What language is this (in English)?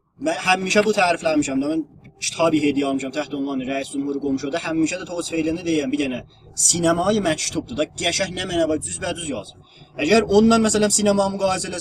South Azerbaijani